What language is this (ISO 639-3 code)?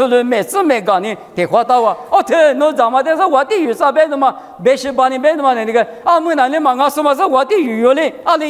lis